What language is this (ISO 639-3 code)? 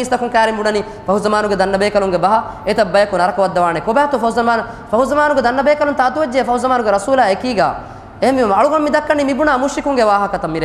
div